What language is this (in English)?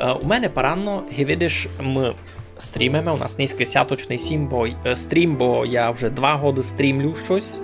Rusyn